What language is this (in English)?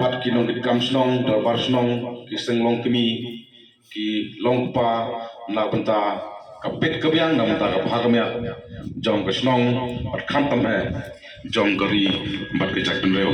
Khasi